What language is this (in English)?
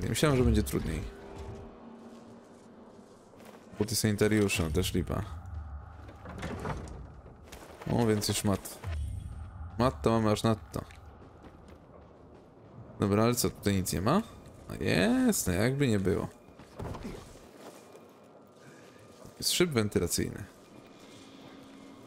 Polish